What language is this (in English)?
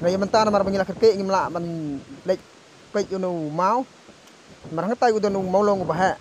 Khasi